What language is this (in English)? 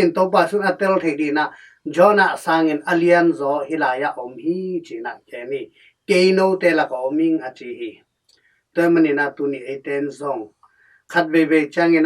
Tedim Chin